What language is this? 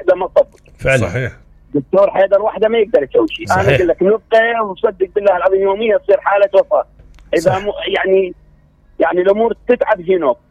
Mesopotamian Arabic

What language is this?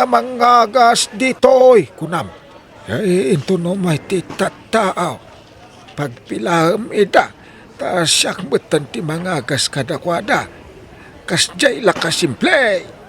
Iloko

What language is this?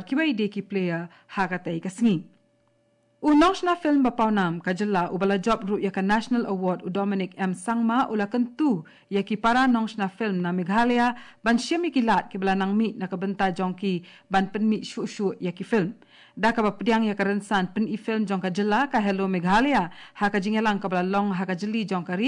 Khasi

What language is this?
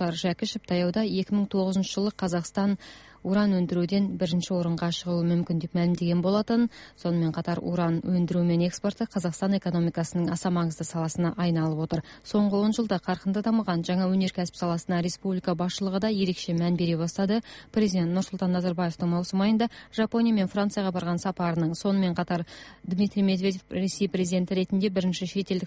Kazakh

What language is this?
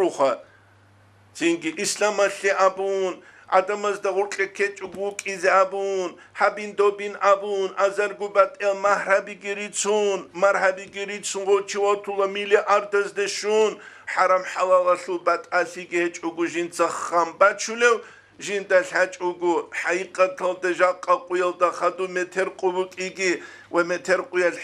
Avaric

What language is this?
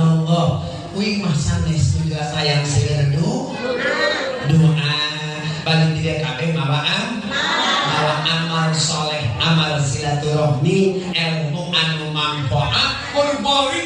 Sundanese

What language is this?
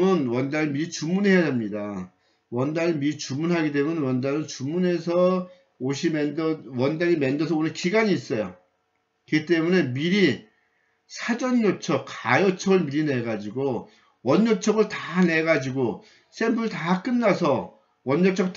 Korean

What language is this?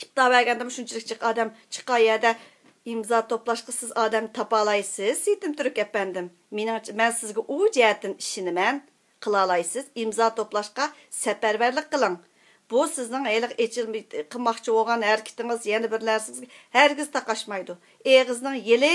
Uyghur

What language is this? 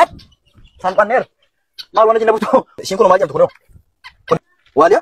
Oromo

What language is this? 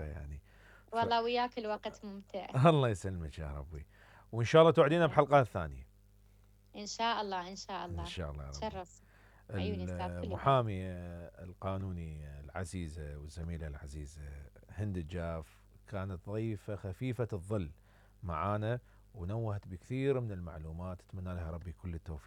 Mesopotamian Arabic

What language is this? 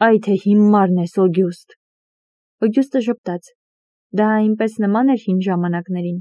Armenian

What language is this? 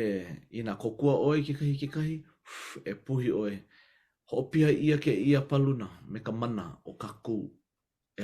Hawaiian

